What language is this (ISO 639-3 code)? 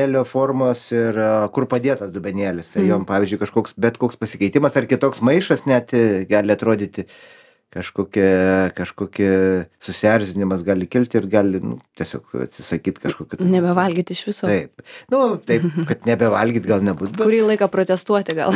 lit